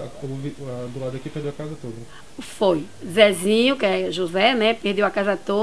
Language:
Portuguese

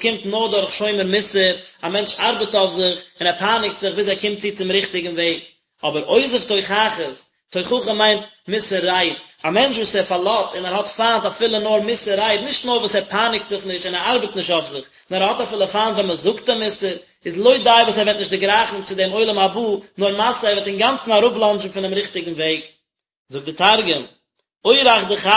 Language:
Yiddish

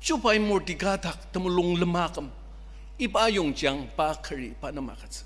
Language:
Ao Naga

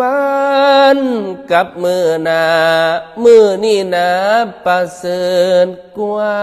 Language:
Northeastern Thai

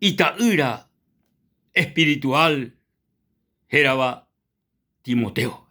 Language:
Guarani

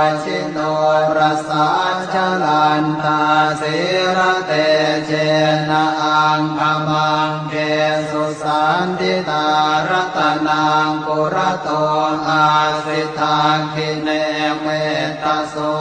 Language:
Pali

